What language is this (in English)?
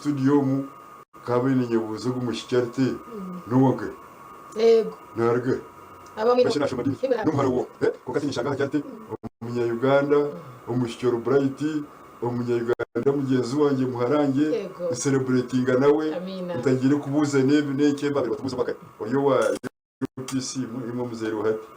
Nyankole